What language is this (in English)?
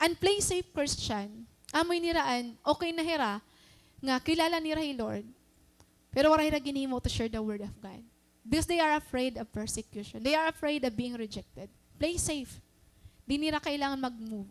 Waray